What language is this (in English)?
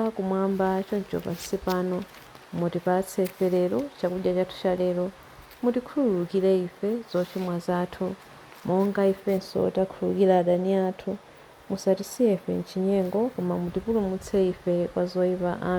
Nyanja